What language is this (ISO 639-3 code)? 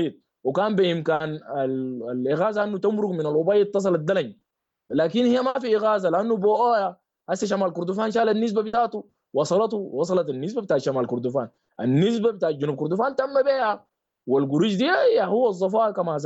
apd